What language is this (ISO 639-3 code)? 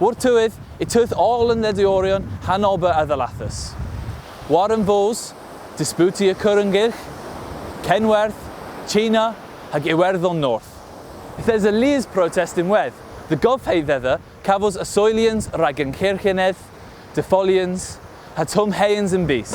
cor